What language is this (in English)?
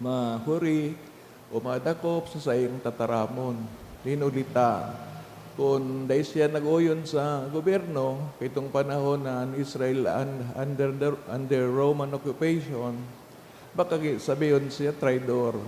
Bikol